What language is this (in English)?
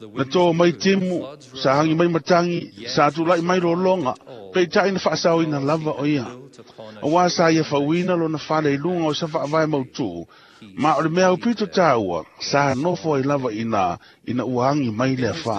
Samoan